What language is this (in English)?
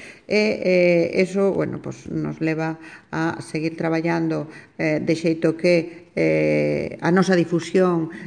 Galician